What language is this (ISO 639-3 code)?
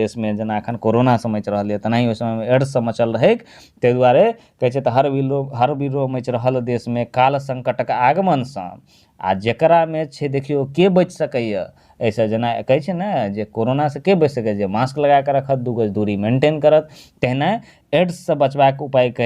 mai